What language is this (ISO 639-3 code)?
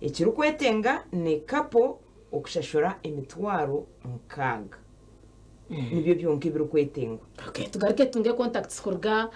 nyn